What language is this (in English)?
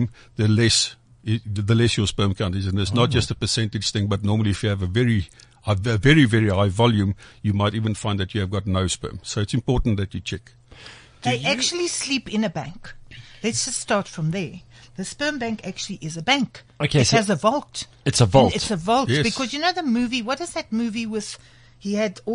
English